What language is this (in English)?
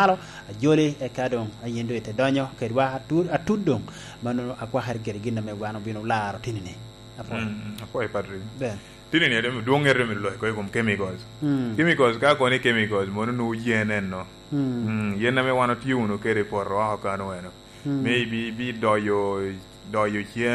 Lango (Uganda)